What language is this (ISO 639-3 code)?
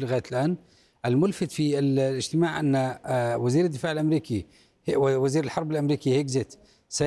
ara